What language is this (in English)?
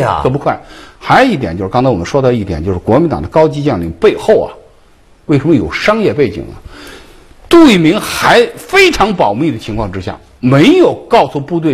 Chinese